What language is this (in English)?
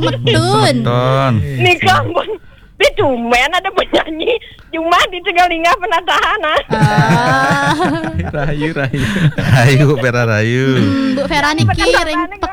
Balinese